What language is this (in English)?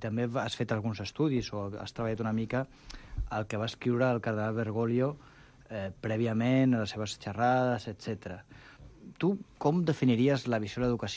Catalan